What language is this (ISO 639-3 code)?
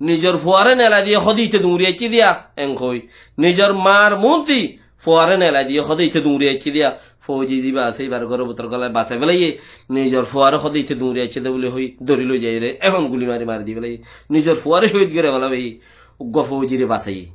rhg